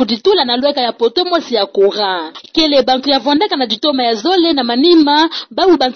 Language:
Kituba (Democratic Republic of Congo)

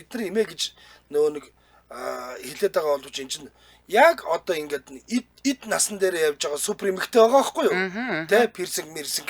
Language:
Mongolian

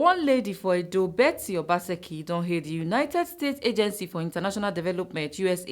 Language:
Nigerian Pidgin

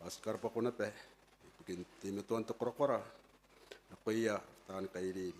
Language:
Gilbertese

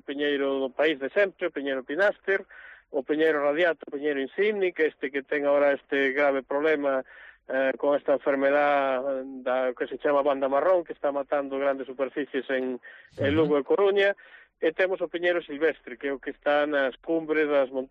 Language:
Galician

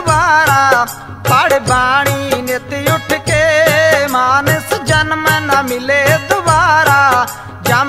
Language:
Punjabi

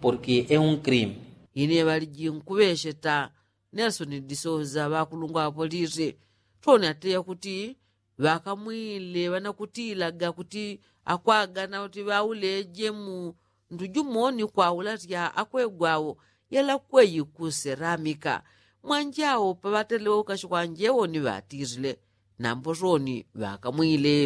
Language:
Yao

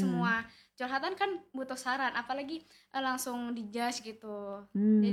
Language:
Indonesian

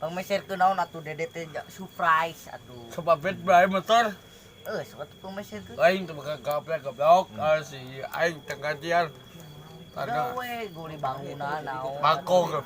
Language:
Sundanese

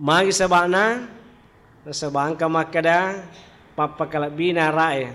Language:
Buginese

